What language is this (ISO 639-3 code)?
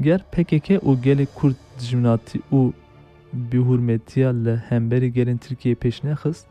kur